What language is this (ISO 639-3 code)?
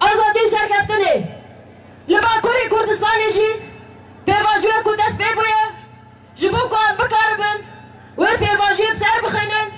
kur